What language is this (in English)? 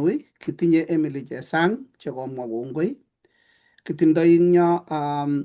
Kalenjin